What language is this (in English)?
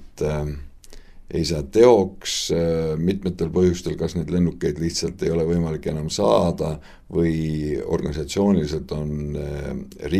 Estonian